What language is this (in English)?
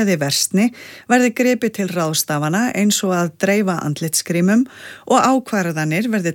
Icelandic